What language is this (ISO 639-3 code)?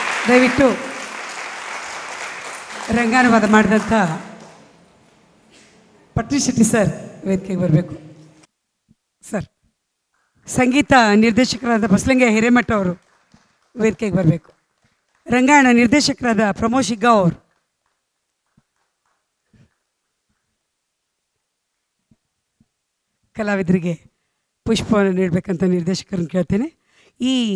kan